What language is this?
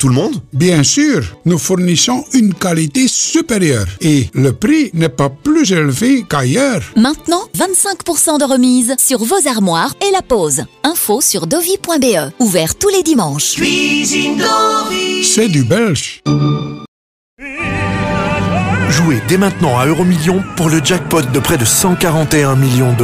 French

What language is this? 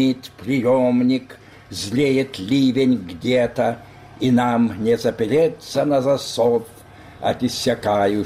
Russian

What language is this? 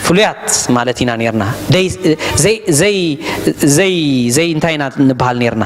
Tigrinya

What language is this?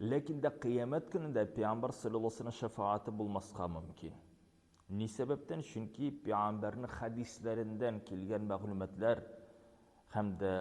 Tatar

